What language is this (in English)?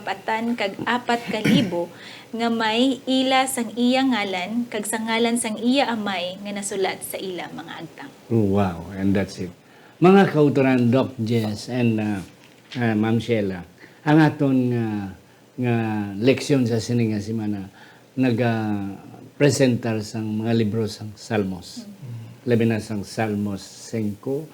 Hiligaynon